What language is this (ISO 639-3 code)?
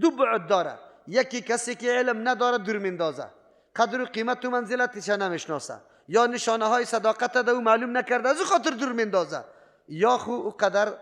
fas